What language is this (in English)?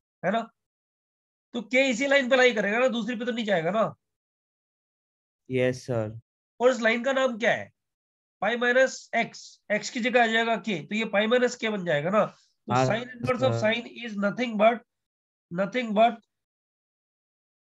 Hindi